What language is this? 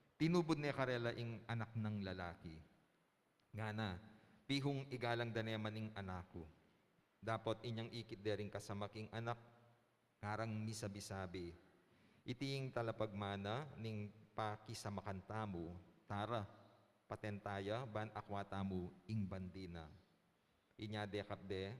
Pampanga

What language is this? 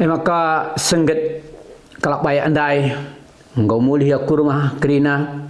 Batak Karo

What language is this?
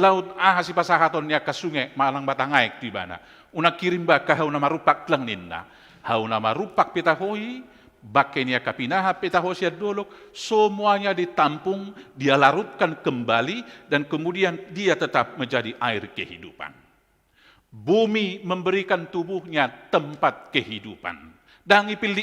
Batak Toba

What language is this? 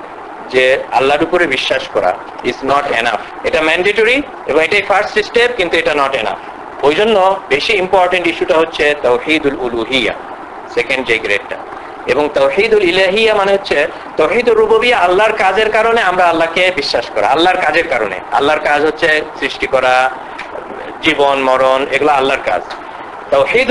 Bangla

